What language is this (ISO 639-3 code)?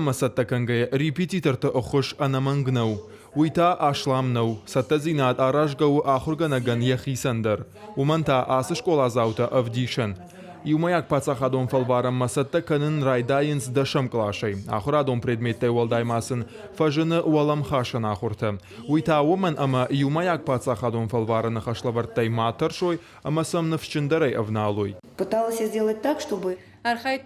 oss